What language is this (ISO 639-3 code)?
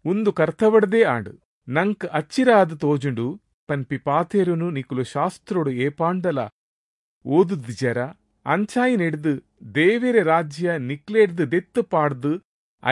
tcy